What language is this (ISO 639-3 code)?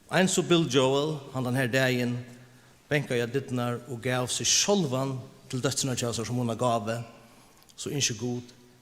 fao